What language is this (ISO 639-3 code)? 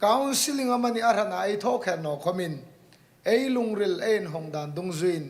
hmr